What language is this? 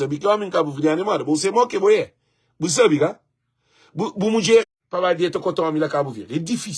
Kabuverdianu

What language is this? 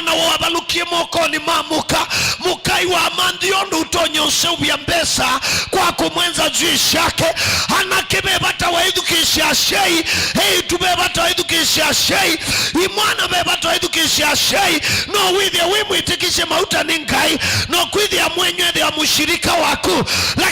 Kamba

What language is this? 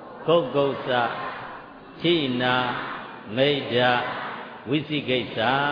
Burmese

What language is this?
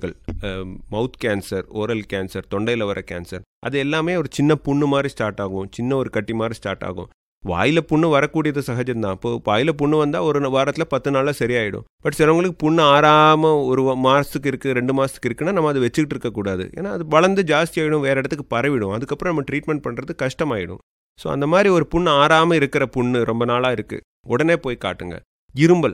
Tamil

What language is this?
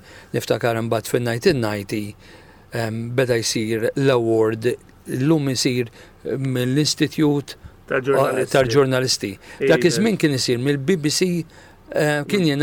Maltese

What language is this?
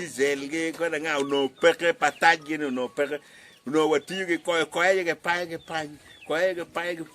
Acoli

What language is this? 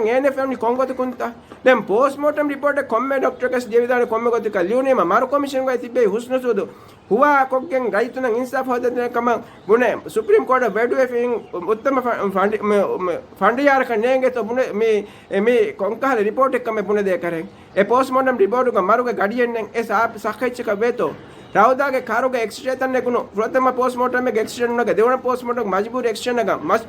Divehi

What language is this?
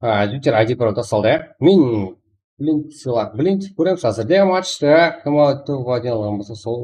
Kara-Kalpak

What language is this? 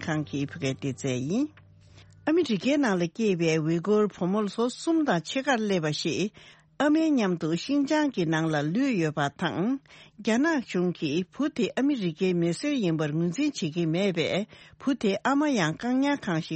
Tibetan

